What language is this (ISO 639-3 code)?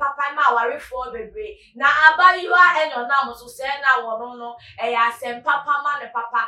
aka